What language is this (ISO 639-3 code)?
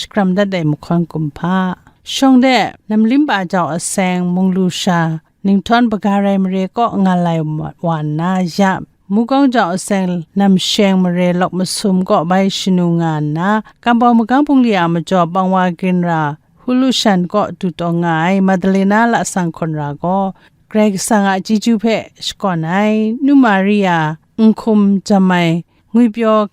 kac